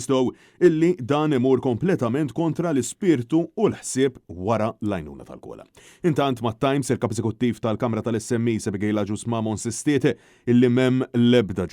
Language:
Maltese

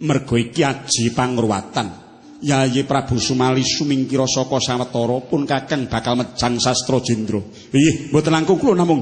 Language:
Javanese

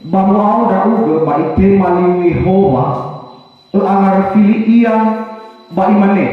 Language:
Nias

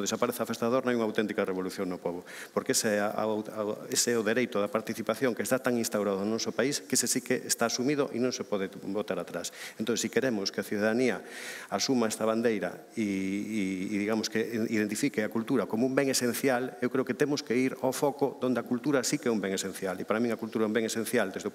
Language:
Galician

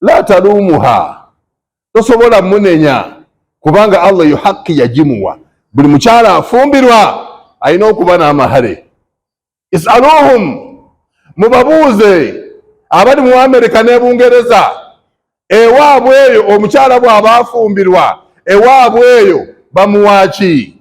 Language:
Ganda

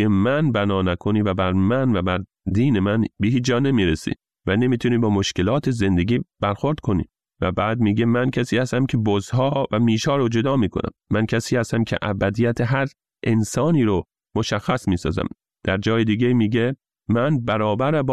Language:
Persian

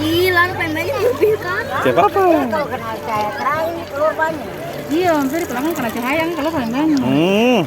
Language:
Ambonese Malay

